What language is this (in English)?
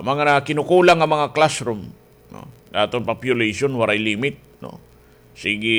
Waray